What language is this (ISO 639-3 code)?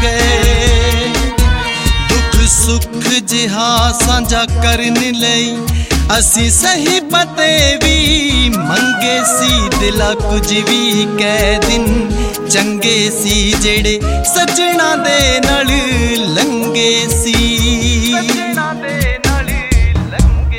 pan